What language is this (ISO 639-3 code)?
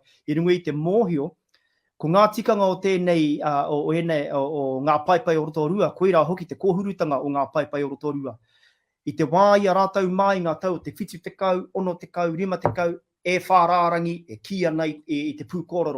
mri